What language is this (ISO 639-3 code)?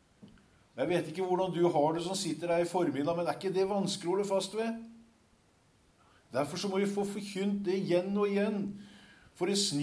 nor